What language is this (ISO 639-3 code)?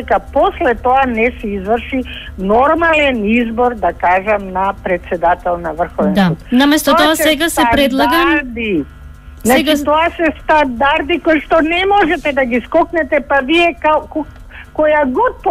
mkd